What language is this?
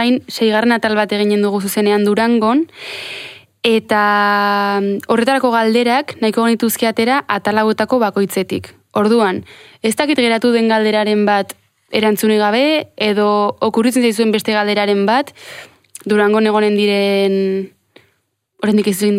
Basque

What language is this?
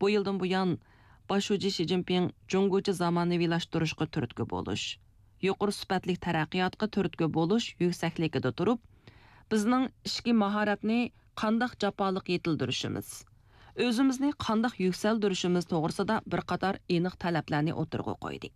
Uyghur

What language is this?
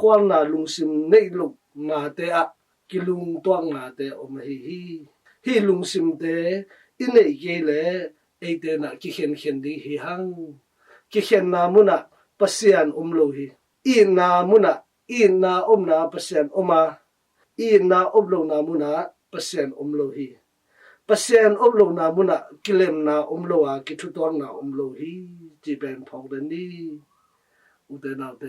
Tedim Chin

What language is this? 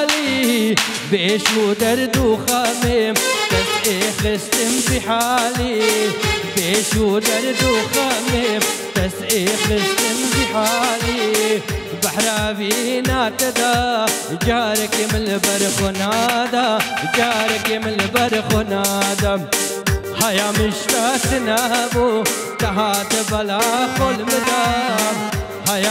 Arabic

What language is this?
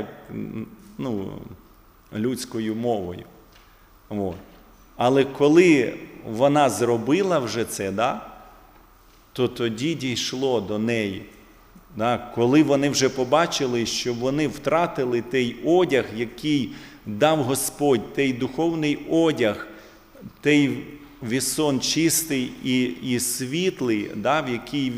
Ukrainian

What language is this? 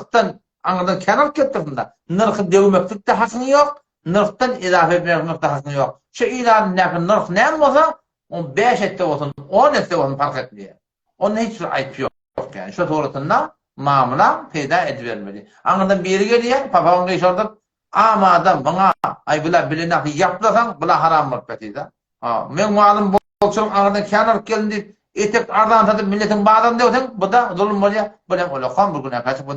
Turkmen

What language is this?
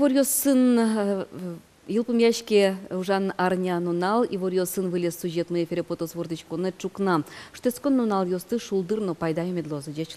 Udmurt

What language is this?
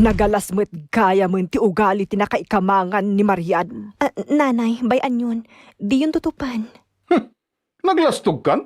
Iloko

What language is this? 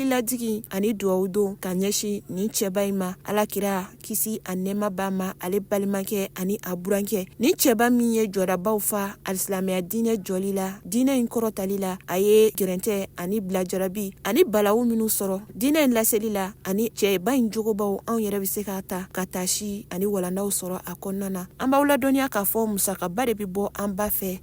Bambara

